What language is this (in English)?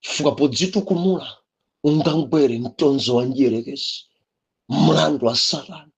Nyanja